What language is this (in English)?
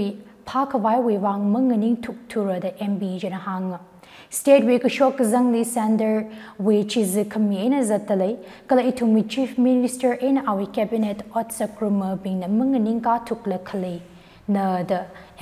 Tangkhul Naga (India)